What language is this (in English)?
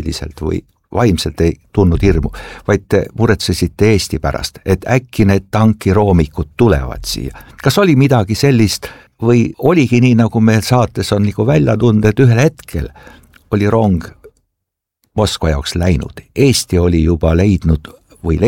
Estonian